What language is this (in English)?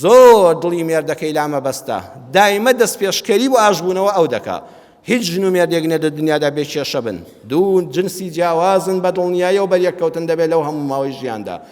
Central Kurdish